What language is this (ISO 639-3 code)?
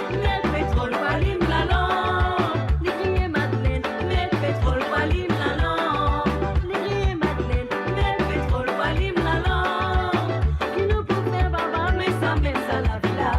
mfe